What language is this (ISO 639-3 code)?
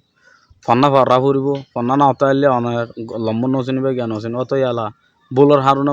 rhg